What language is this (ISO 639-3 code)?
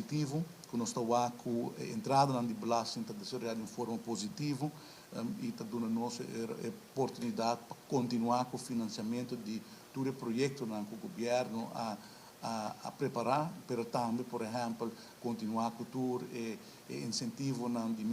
pap